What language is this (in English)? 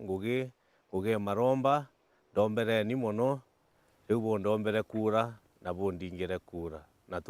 Meru